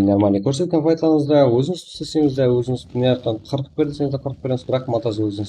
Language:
Kara-Kalpak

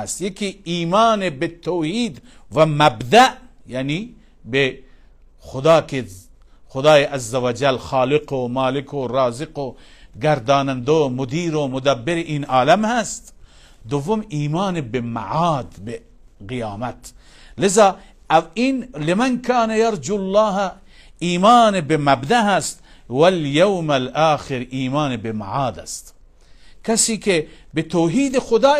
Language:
Persian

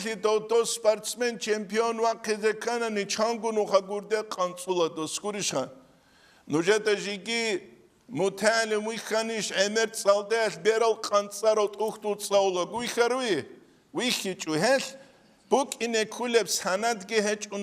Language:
Avaric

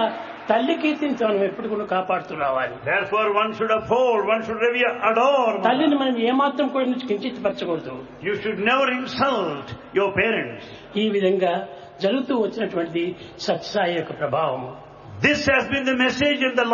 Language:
Telugu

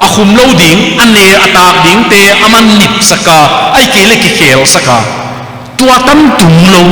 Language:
Tedim Chin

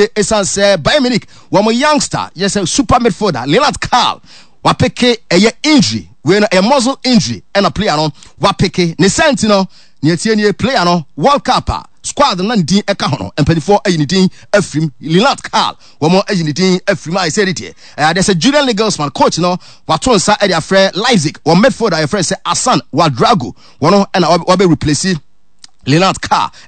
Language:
Akan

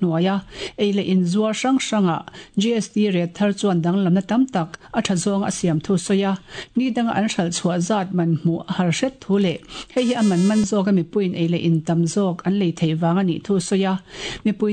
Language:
Mizo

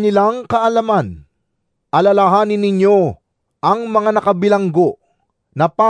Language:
Filipino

